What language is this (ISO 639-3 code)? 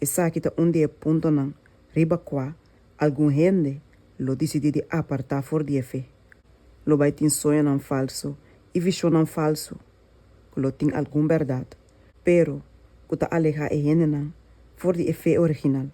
pap